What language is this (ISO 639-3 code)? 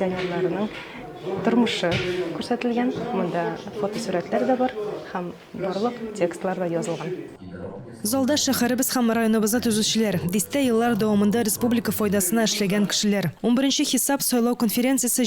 tat